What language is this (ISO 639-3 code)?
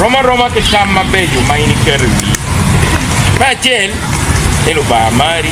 ach